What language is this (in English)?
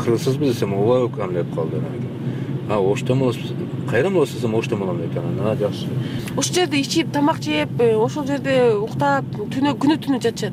Kyrgyz